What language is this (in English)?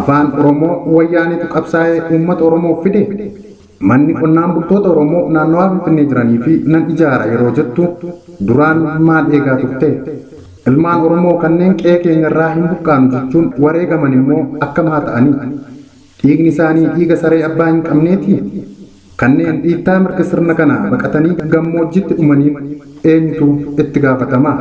Oromo